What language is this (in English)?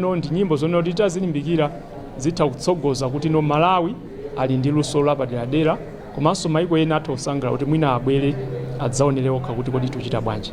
Nyanja